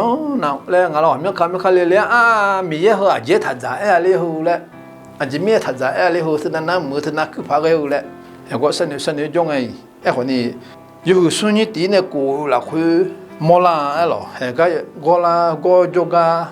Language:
Akha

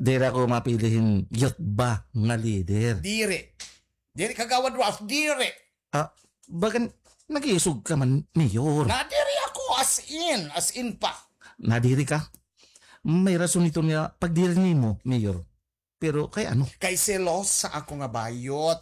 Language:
Waray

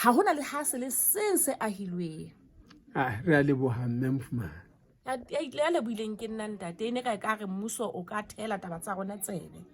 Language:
Southern Sotho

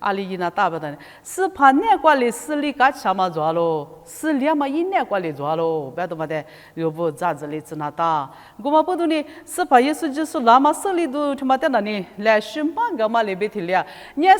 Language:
Lisu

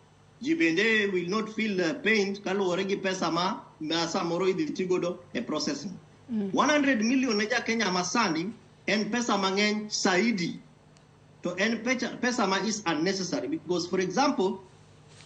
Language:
Luo (Kenya and Tanzania)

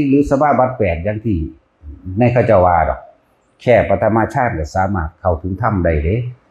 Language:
Northeastern Thai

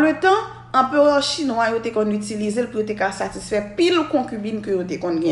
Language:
Haitian Creole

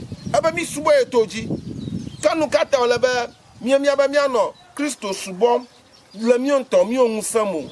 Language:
Ewe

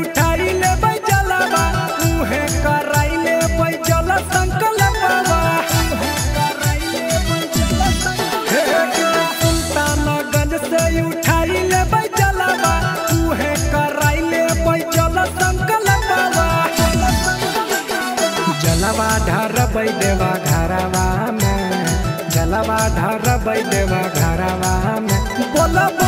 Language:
Bhojpuri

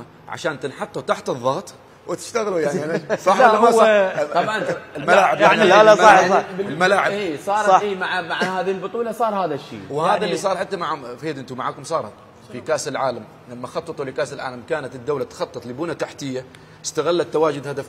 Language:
Mesopotamian Arabic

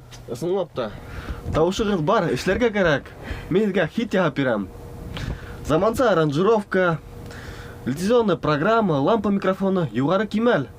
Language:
Bashkir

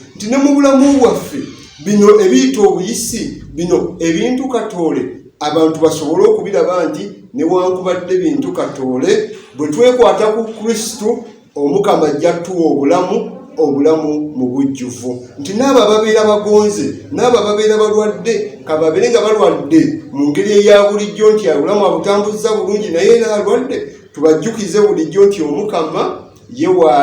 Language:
Ganda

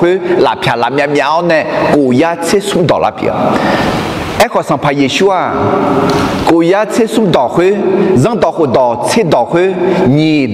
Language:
Akha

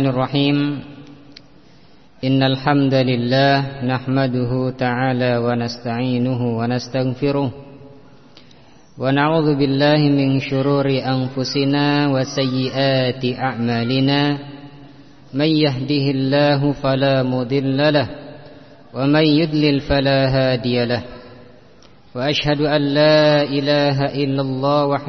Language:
Indonesian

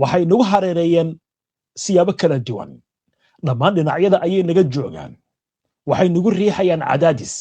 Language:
Somali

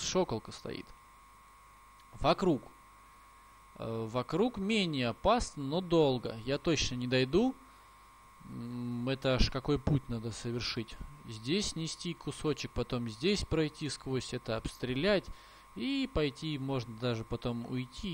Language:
Russian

